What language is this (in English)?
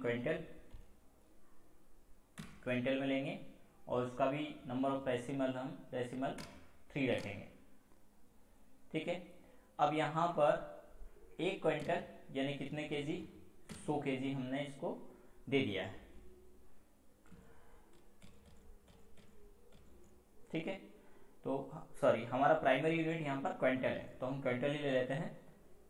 Hindi